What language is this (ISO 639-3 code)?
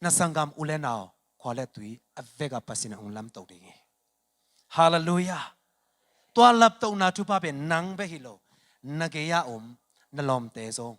ctd